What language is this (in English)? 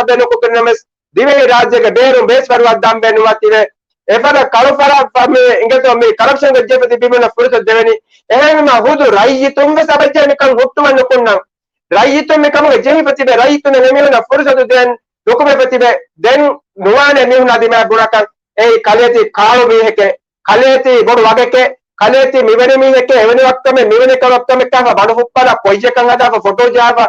Divehi